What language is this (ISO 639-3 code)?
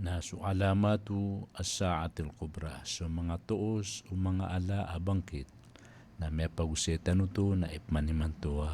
mrw